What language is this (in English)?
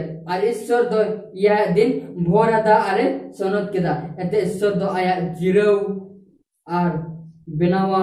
Santali